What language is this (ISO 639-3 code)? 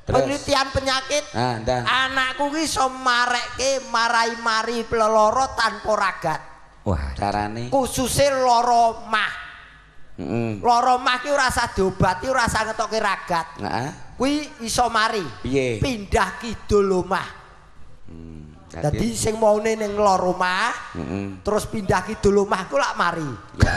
jav